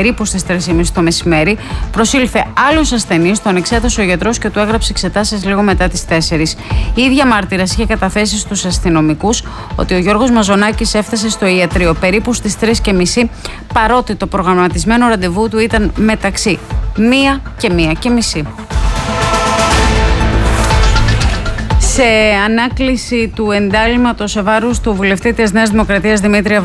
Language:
Greek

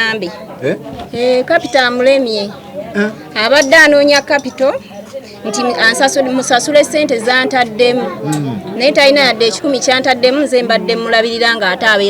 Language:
Ganda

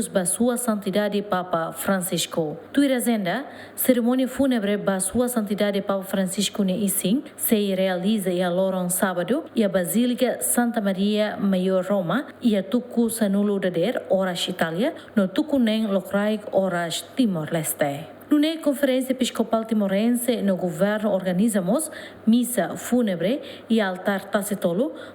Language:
Tetum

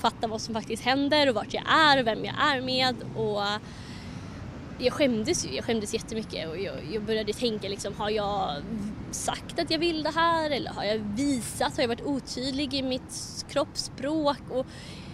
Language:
Swedish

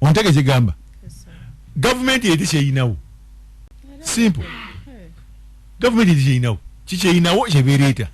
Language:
Ganda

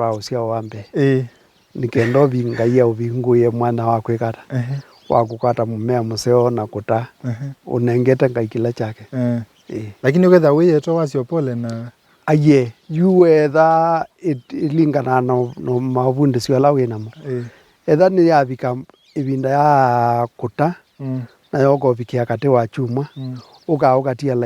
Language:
Kamba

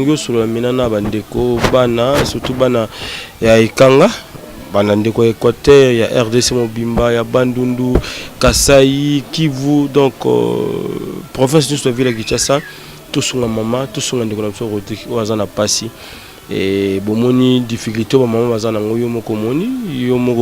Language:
Lingala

